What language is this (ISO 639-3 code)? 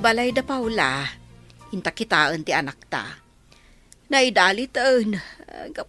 ilo